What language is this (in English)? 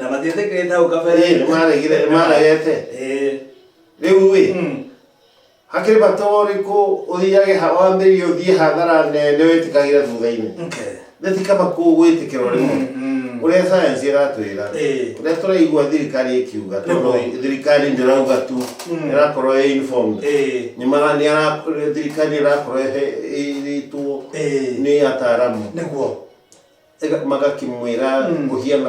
Kikuyu